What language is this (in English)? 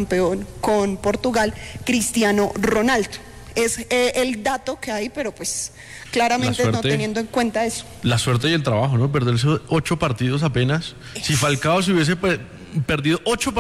Spanish